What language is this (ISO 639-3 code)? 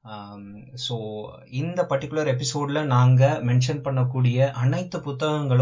tam